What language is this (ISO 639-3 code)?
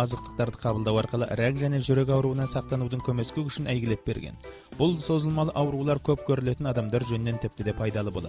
kaz